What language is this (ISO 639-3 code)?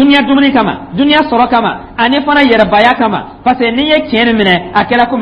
dyu